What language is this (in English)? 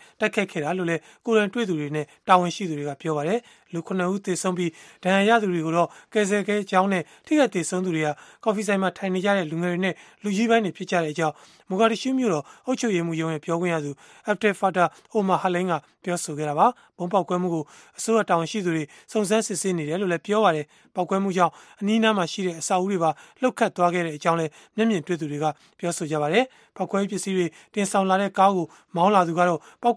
Burmese